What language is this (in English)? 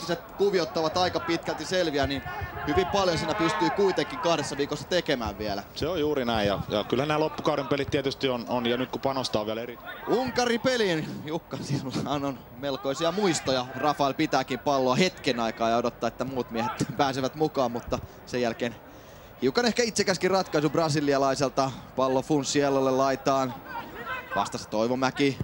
Finnish